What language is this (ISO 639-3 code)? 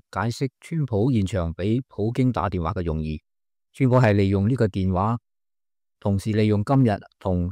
yue